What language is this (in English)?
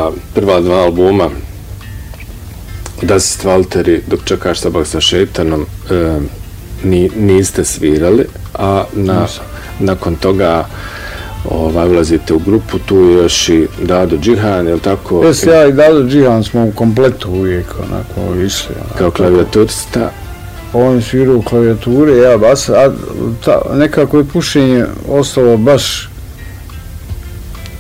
Bosnian